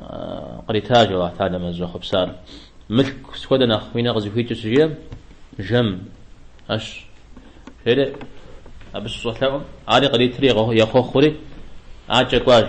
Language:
Kabardian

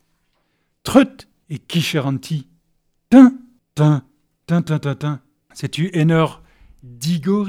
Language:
Breton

